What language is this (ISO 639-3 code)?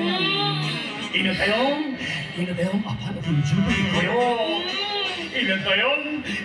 sat